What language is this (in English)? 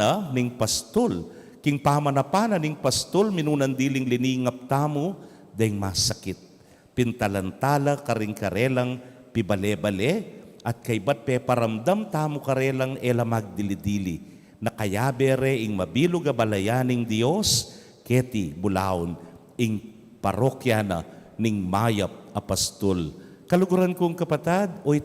Pampanga